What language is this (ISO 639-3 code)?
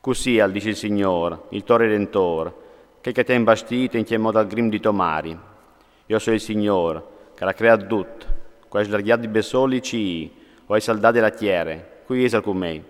fur